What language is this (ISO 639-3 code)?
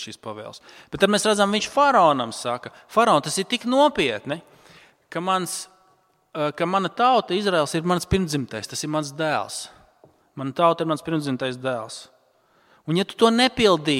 lav